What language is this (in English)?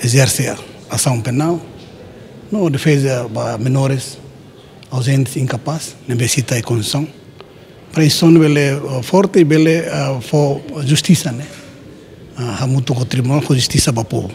Tetum